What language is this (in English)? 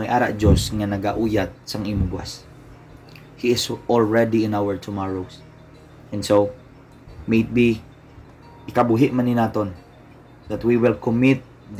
Hiligaynon